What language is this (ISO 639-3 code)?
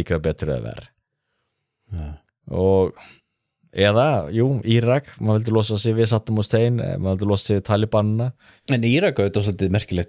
isl